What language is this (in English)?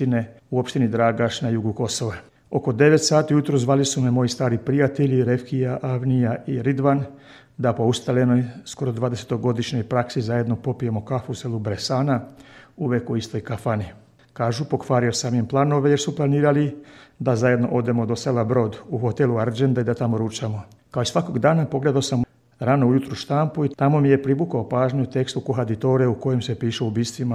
Serbian